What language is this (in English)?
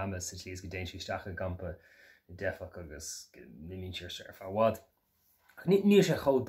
Irish